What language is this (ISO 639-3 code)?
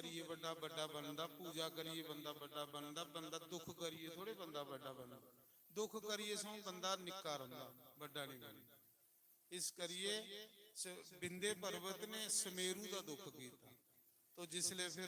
doi